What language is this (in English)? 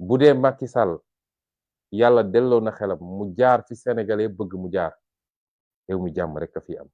Wolof